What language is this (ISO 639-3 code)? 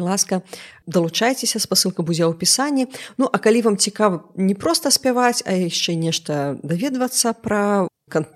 bel